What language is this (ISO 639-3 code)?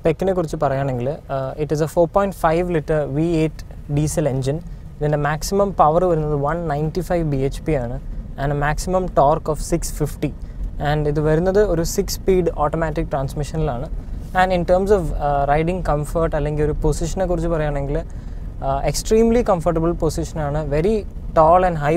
mal